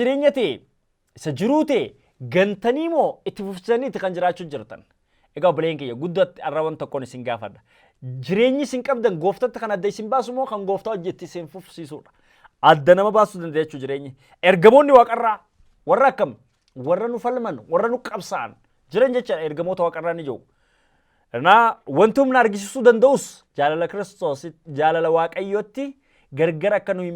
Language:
Oromo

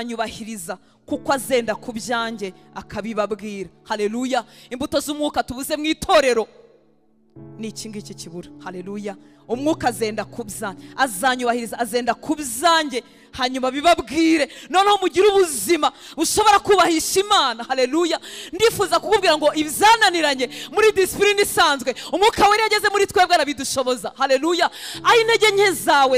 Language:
Kinyarwanda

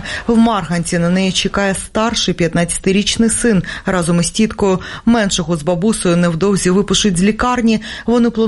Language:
Ukrainian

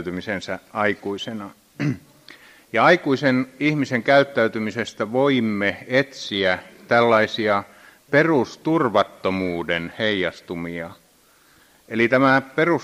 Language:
Finnish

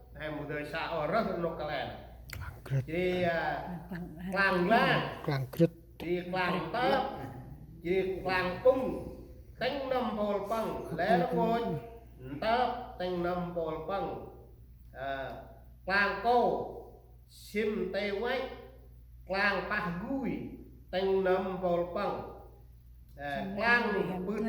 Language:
Central Mnong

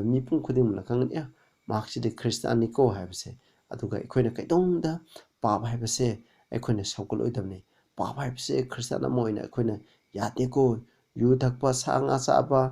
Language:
Manipuri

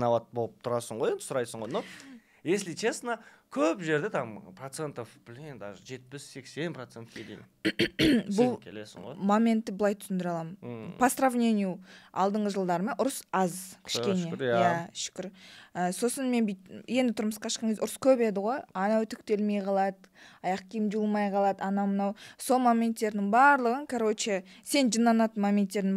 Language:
Kazakh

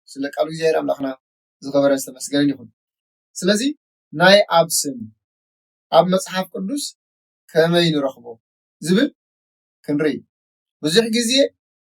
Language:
Tigrinya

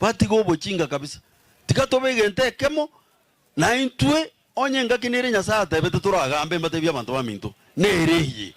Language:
Gusii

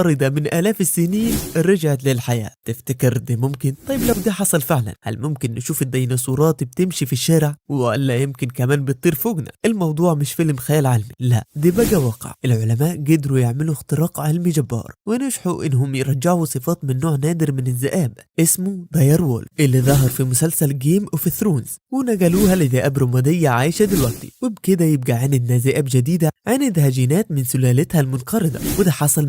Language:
Egyptian Arabic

